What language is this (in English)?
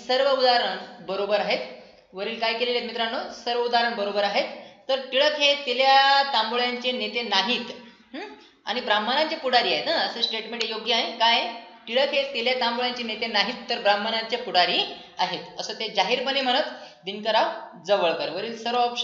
Marathi